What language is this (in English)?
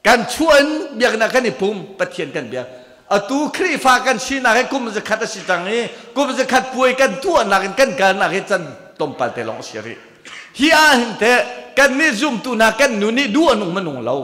Hakha Chin